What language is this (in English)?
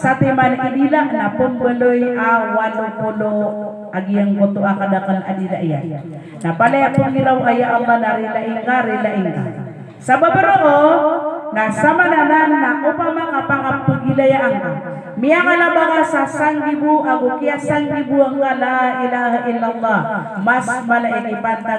Maranao